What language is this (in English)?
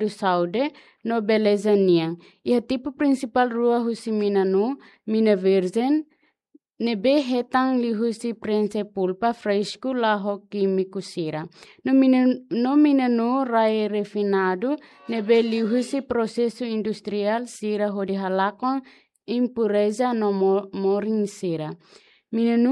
Tetum